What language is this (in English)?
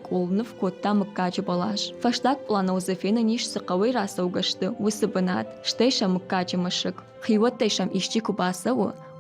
Ossetic